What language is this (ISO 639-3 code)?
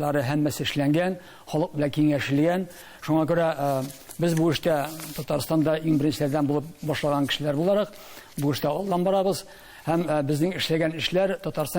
tat